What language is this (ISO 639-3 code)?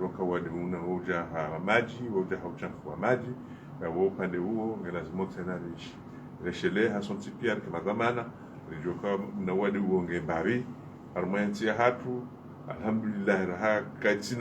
zdj